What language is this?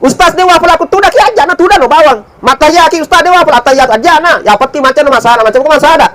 Buginese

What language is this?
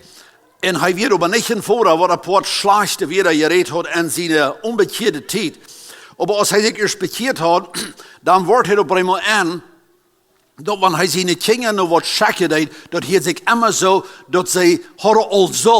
Plautdietsch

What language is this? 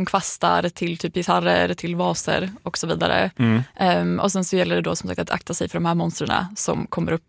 Swedish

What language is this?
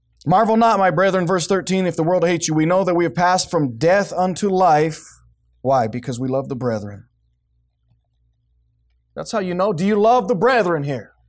English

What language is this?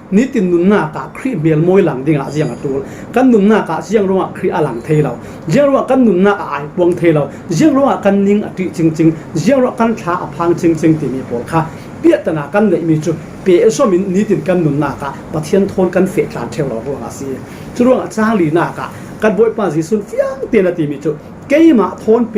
Falam Chin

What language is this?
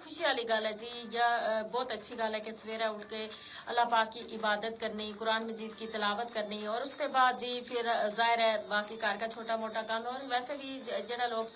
Gujari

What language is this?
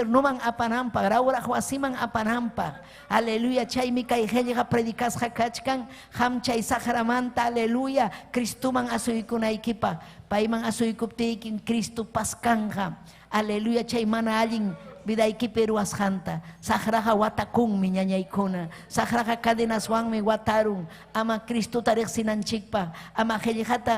Ayacucho Quechua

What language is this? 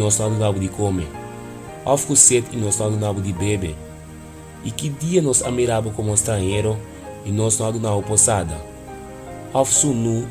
Papiamento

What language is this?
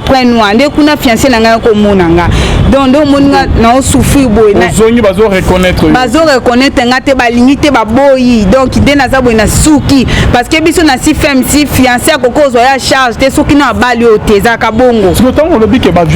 Lingala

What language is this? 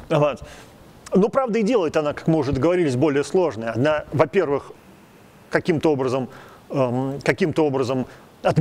Russian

